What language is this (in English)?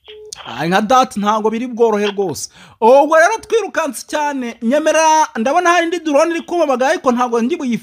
Kinyarwanda